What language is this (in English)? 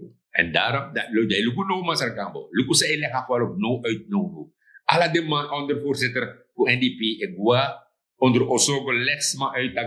Sranan Tongo